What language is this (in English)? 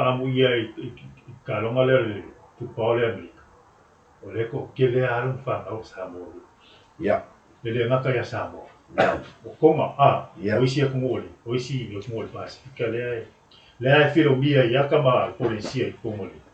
Samoan